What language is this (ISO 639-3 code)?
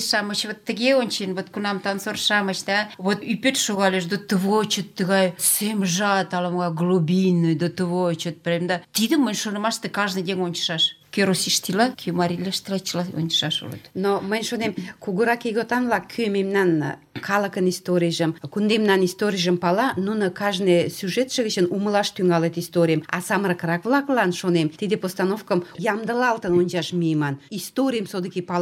chm